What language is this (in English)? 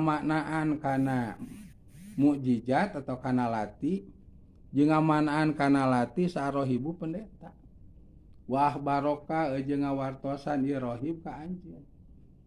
Sundanese